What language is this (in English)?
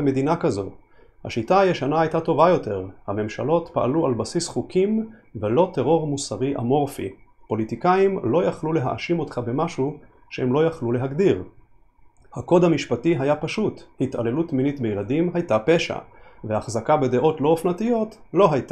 Hebrew